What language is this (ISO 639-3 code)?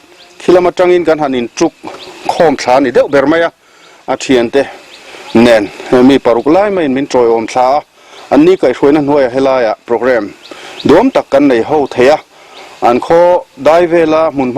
lus